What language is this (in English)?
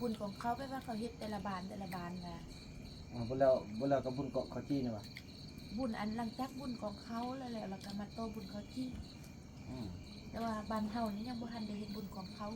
Northeastern Thai